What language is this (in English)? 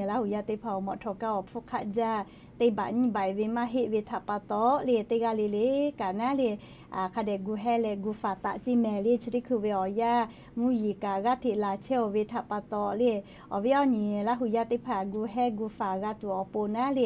Lahu